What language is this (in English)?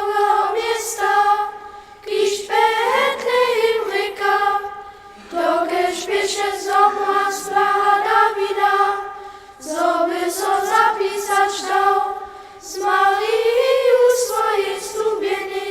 Upper Sorbian